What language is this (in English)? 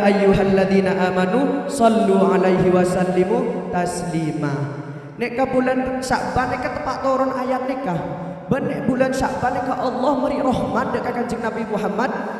Madurese